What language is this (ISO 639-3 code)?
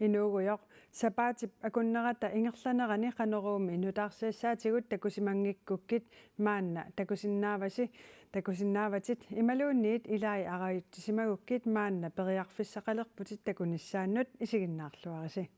kal